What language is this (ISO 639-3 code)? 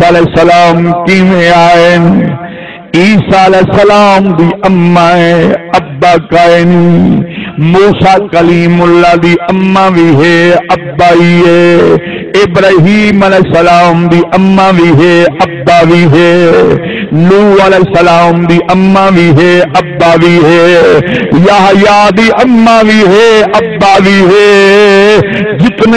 skr